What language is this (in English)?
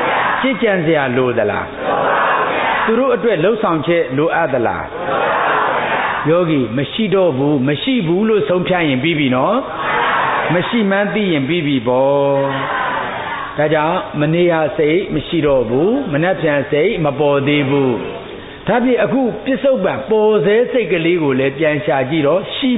Burmese